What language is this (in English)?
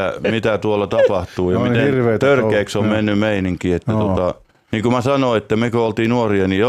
Finnish